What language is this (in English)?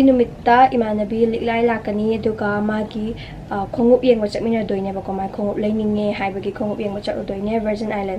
Manipuri